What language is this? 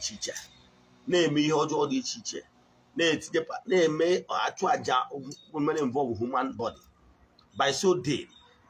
Igbo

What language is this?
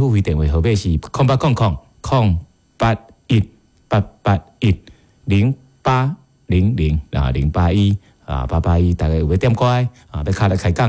Min Nan Chinese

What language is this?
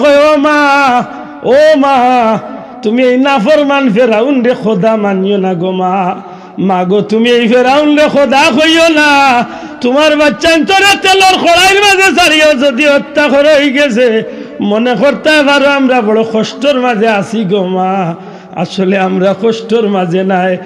Sylheti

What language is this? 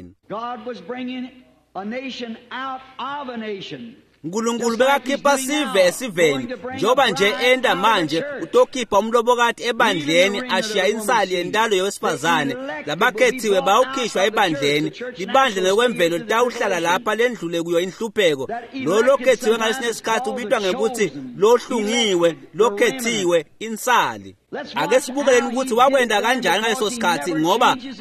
Swati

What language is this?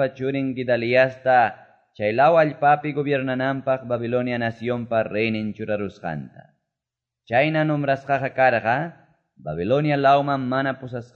Quechua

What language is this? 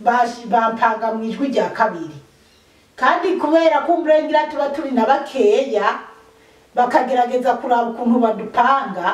Rundi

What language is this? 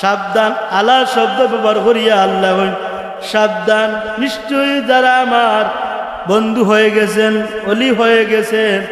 Sylheti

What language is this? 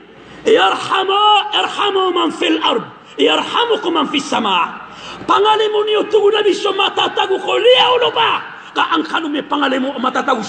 Maranao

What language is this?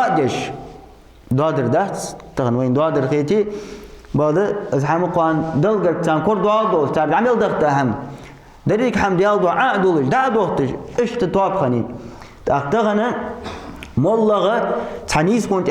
Ingush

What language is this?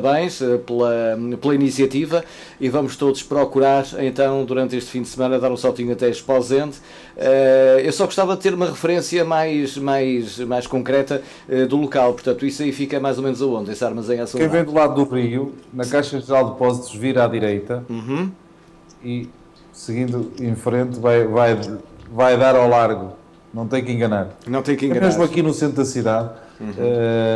Portuguese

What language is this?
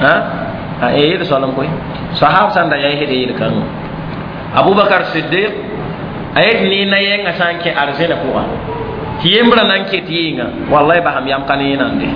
Mossi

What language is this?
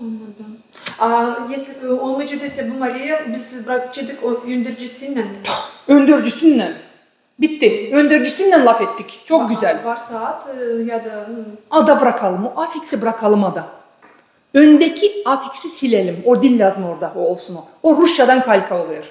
Gagauz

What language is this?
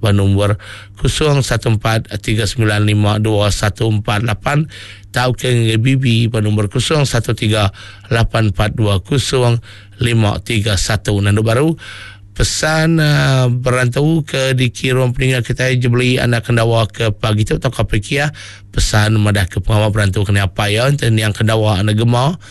Iban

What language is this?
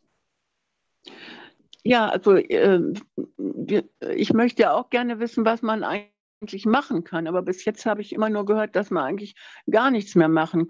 German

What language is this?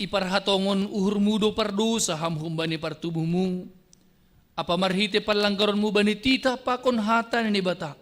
Batak Simalungun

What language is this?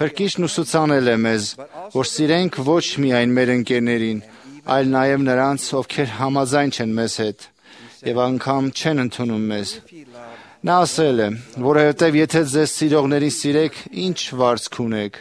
Armenian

